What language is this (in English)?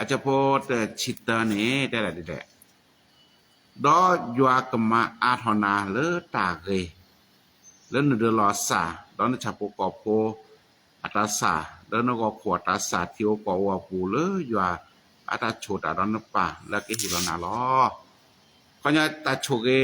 S'gaw Karen